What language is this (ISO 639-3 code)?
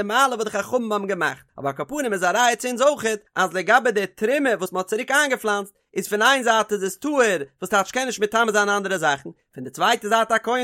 yid